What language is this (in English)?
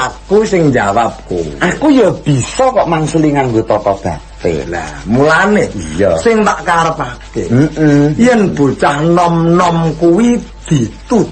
Javanese